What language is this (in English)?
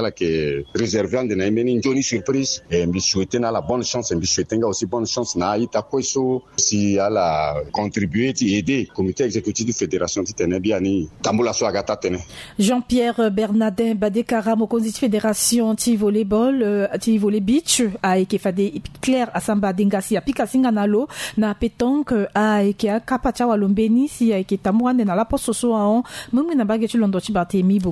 Sango